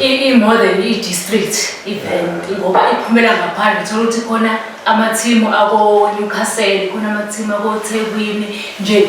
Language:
Zulu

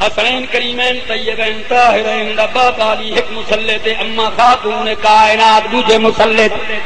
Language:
Saraiki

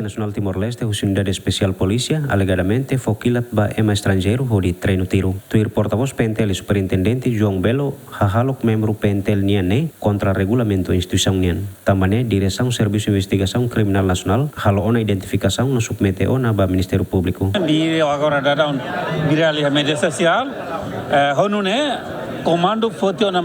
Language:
Tetum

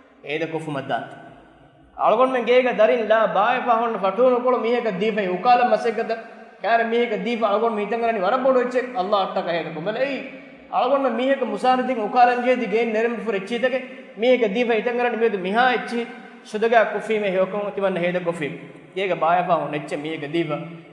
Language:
Divehi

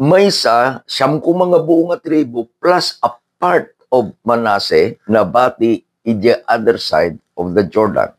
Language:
Iloko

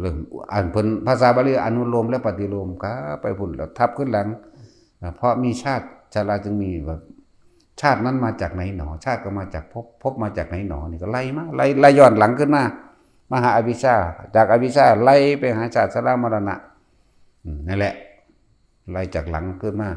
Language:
Northeastern Thai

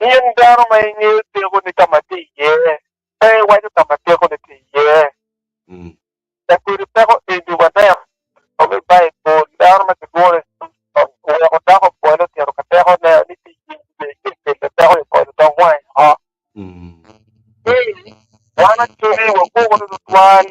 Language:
Acoli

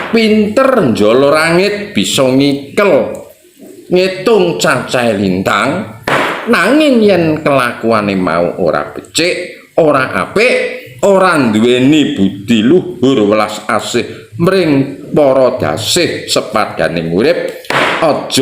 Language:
Javanese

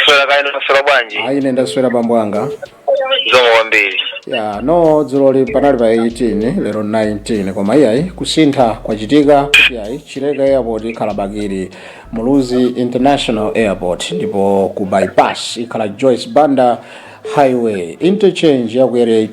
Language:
Nyanja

